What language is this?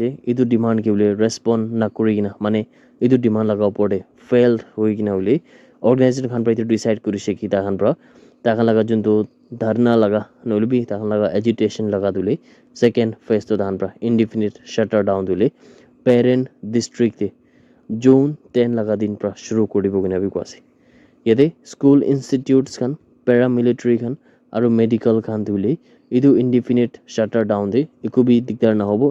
Naga Pidgin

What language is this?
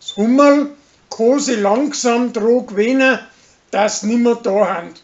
Bavarian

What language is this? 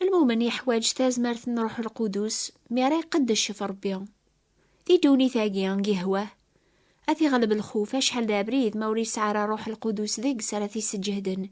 Kabyle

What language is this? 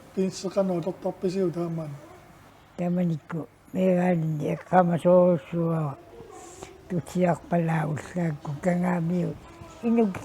Kalaallisut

